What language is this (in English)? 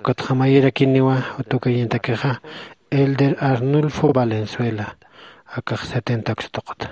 Aymara